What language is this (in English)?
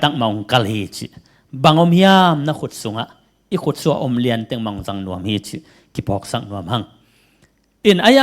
Tedim Chin